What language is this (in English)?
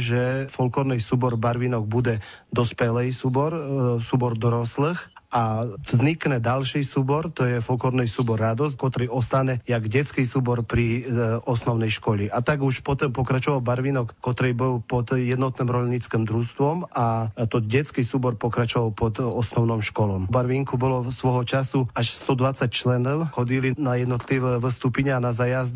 Rusyn